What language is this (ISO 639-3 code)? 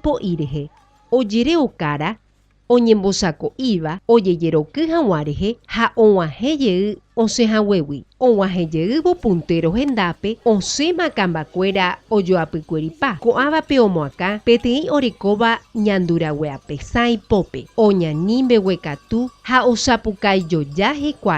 grn